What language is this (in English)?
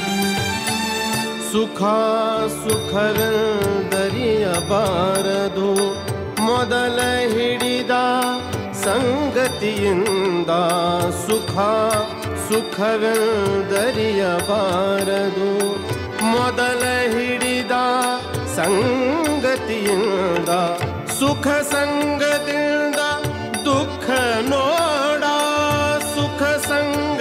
Kannada